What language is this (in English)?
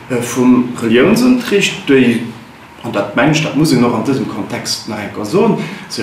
Luxembourgish